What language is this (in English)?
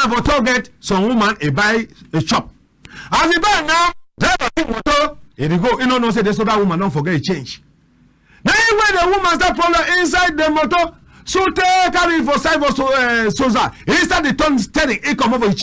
Cameroon Pidgin